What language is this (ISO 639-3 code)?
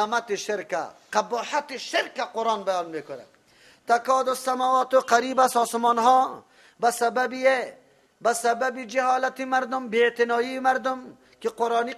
fas